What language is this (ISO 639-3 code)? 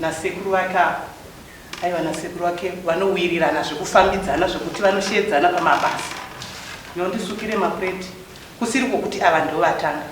sna